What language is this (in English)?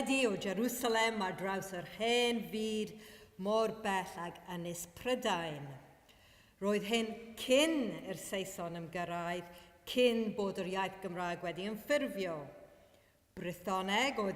Welsh